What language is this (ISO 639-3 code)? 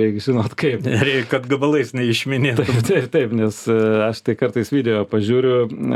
lit